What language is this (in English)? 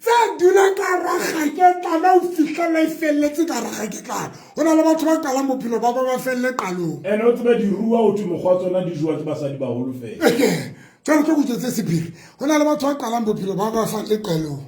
Southern Sotho